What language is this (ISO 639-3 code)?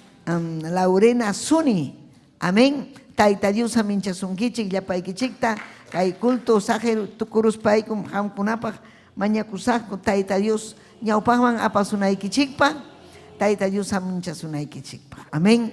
quy